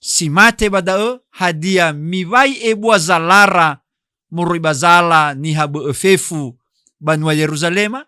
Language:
Nias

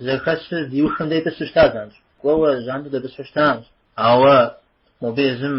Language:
Kabardian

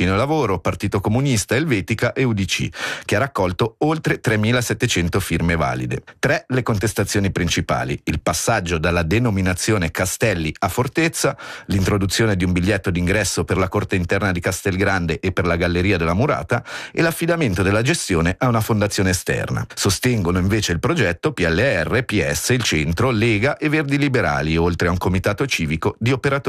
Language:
Italian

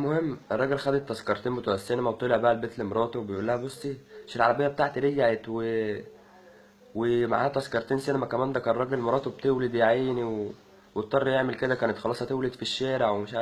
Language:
Egyptian Arabic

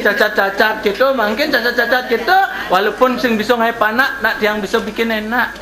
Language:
Balinese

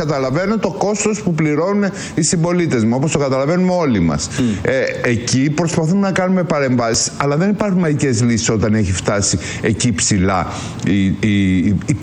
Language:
Greek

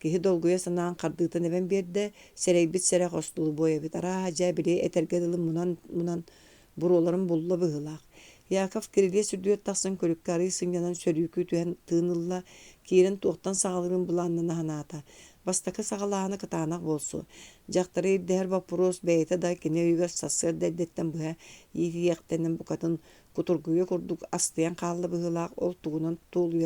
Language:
Yakut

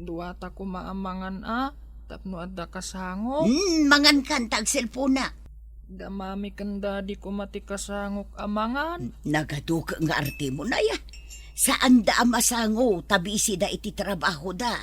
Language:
Iloko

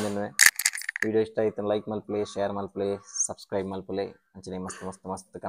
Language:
Tulu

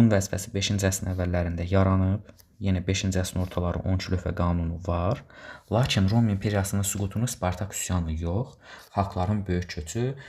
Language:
Azerbaijani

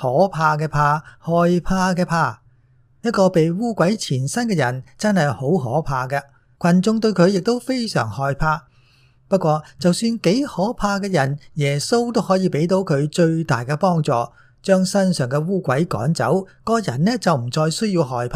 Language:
Cantonese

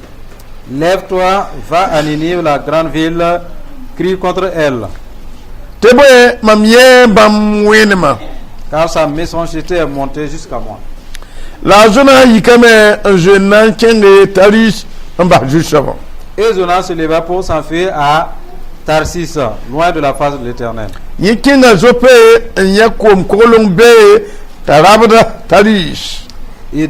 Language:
Mossi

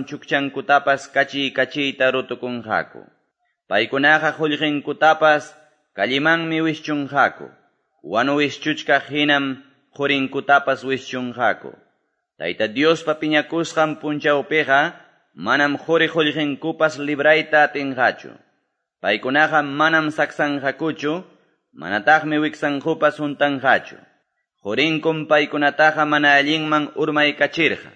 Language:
Quechua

